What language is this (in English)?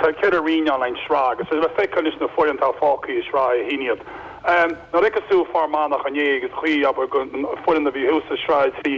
Irish